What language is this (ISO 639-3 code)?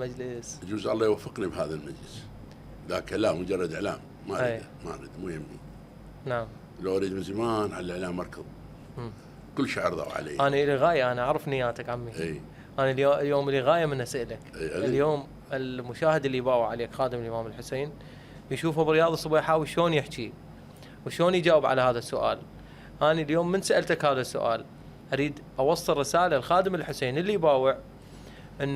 acm